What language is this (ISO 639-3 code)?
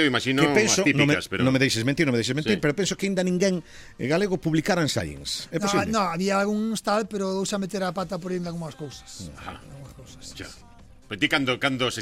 glg